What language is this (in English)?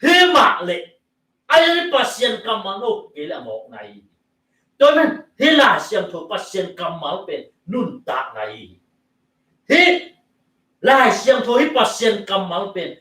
Tedim Chin